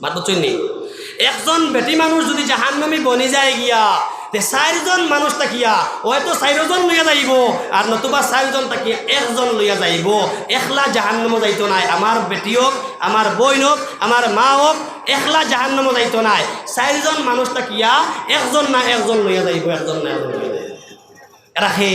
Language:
Sylheti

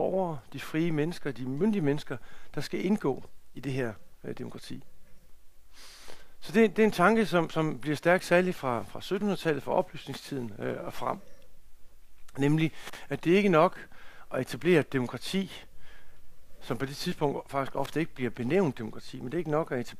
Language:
Danish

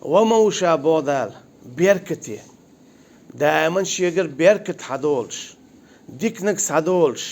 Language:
Chechen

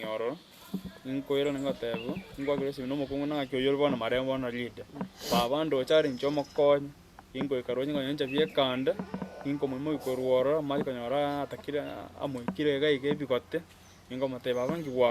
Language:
Gusii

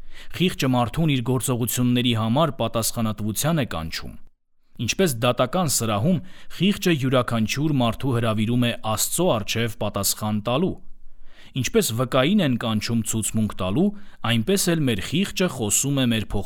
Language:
Armenian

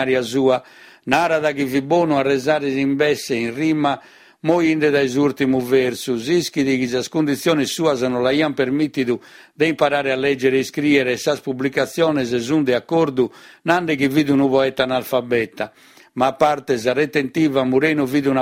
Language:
Sardinian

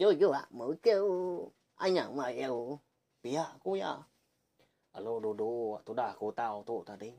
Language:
Iban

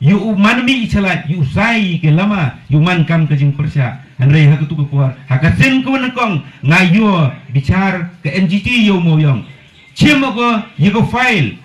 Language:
Khasi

